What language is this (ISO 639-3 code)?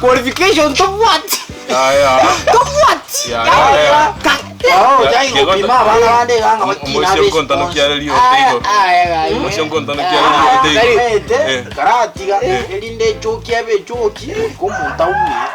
guz